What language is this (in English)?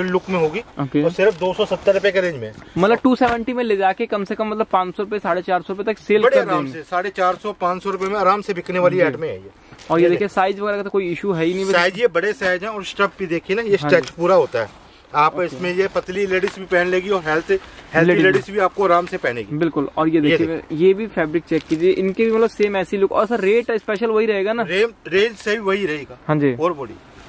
Hindi